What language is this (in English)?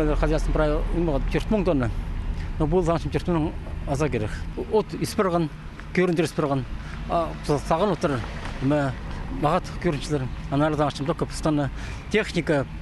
Khakas